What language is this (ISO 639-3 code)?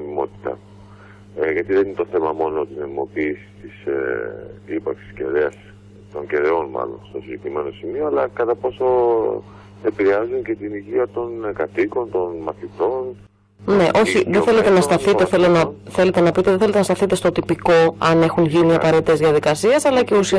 ell